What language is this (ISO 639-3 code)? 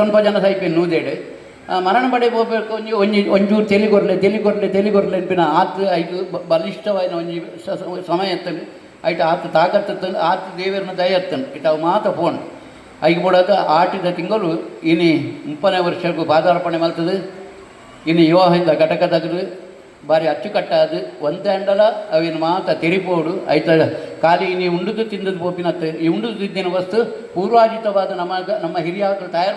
tcy